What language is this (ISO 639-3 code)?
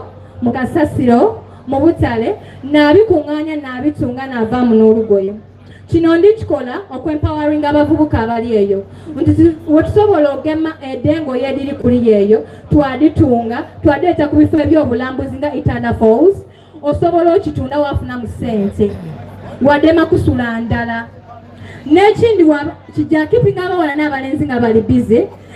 xog